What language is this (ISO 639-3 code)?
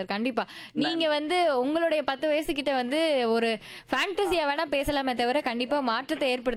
tam